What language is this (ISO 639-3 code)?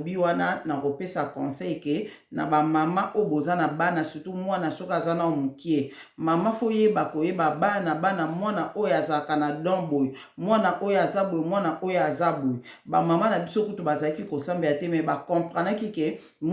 lin